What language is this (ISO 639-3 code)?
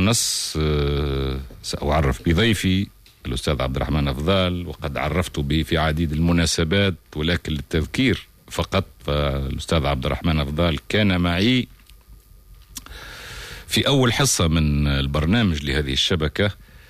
aeb